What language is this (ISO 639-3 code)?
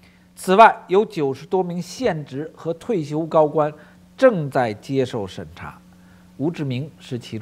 zho